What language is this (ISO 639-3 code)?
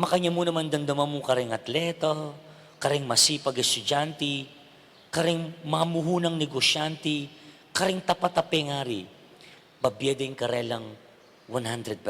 pam